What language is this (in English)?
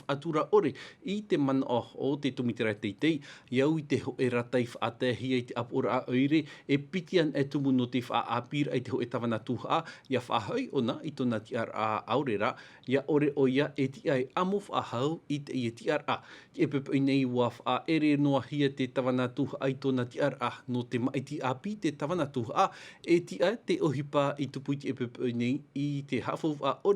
Tahitian